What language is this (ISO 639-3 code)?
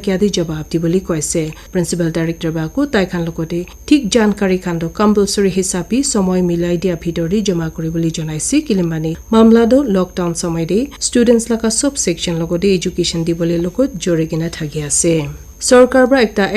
nag